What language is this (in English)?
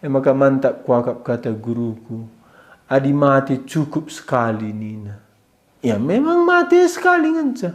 Batak Karo